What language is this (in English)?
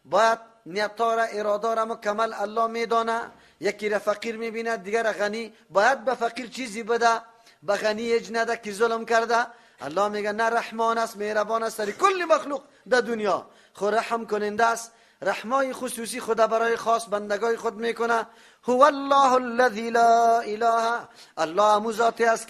Persian